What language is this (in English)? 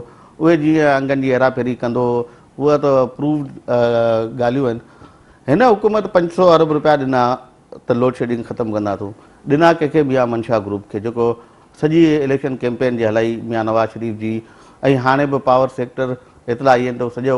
Sindhi